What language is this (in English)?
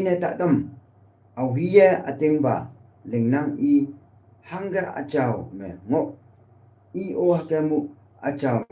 Konyak Naga